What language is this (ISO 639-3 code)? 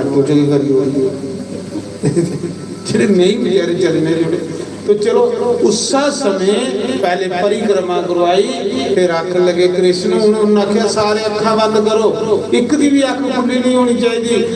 doi